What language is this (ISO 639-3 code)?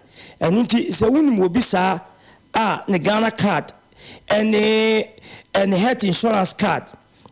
aka